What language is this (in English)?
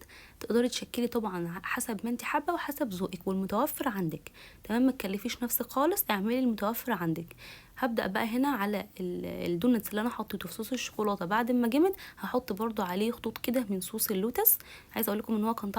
Egyptian Arabic